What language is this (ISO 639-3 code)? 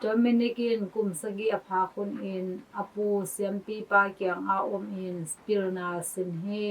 ctd